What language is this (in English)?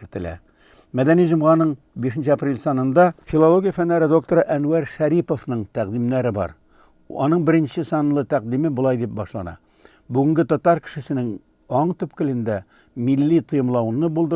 Tatar